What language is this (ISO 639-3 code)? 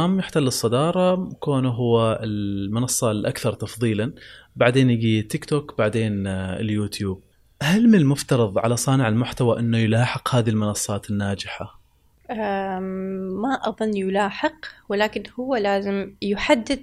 afb